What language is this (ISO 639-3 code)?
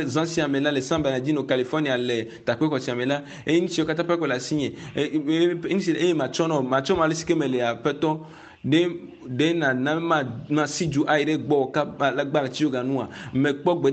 ewe